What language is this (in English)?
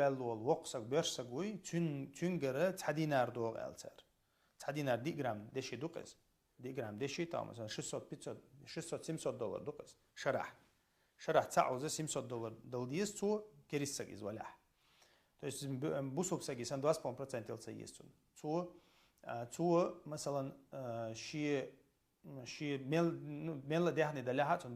Chechen